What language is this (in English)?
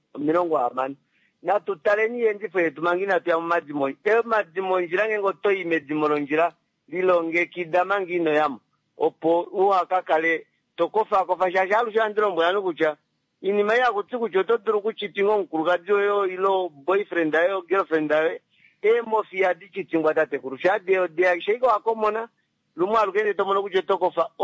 Kuanyama